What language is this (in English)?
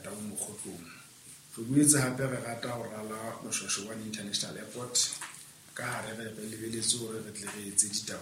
Southern Sotho